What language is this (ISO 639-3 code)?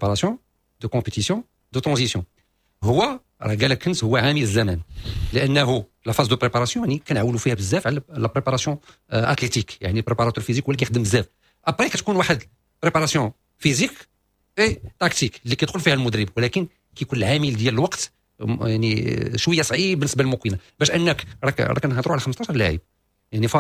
ary